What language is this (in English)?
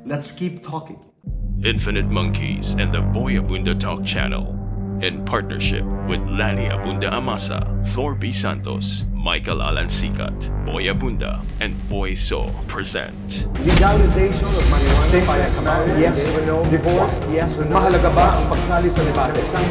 Filipino